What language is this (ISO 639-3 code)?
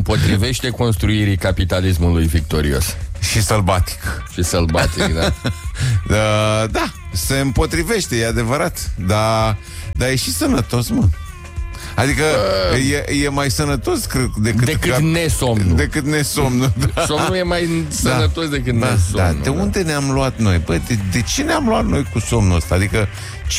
ron